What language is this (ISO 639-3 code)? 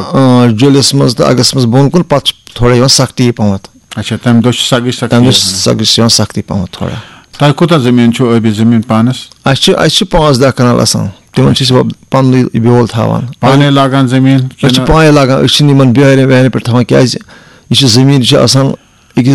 kas